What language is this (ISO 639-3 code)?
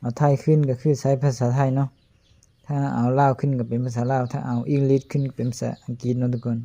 lao